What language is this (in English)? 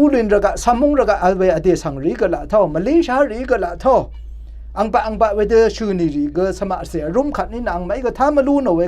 Rawang